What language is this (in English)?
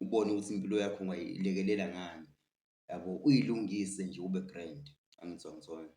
Zulu